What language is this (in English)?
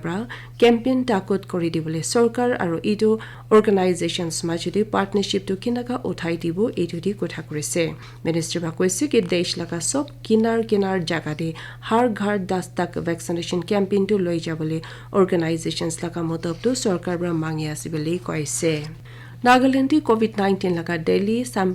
Naga Pidgin